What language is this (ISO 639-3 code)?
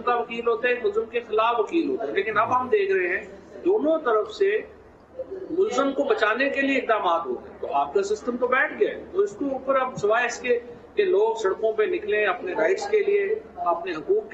urd